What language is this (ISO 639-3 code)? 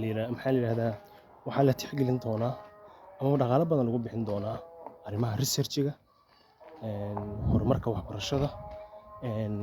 som